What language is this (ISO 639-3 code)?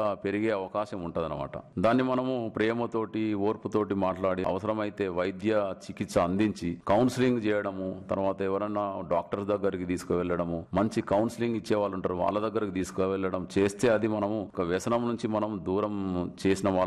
tel